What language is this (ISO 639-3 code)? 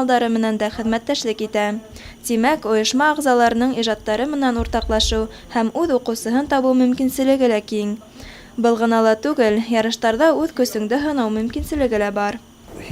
bak